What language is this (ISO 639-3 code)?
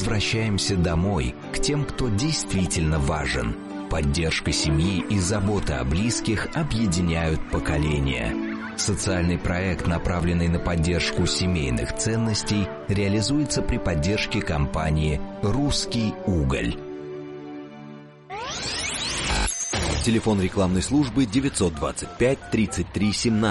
rus